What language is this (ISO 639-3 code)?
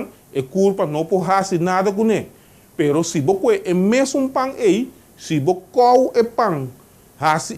pap